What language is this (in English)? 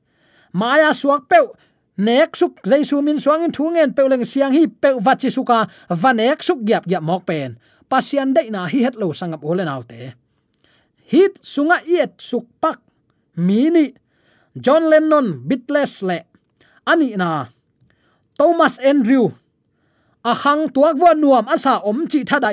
Tedim Chin